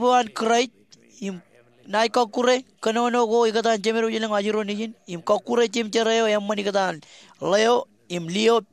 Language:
Marshallese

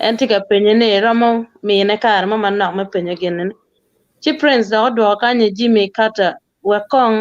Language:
Acoli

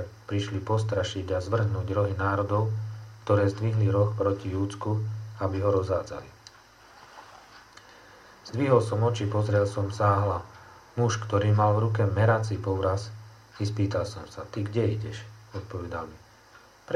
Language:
Slovak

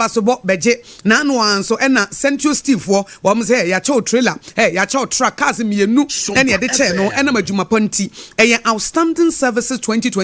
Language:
Akan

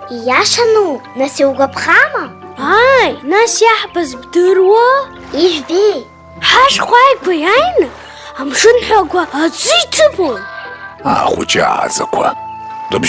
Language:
Abkhazian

